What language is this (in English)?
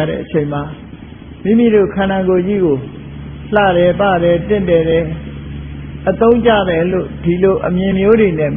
Burmese